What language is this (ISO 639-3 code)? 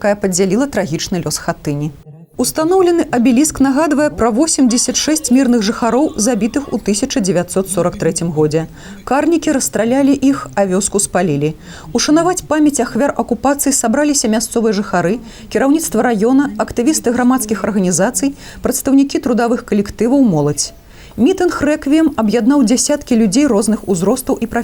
bel